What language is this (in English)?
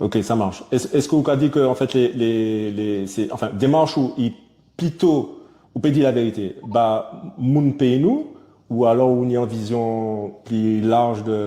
Guadeloupean Creole French